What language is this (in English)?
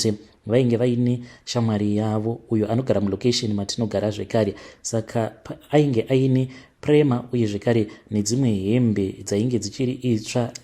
Shona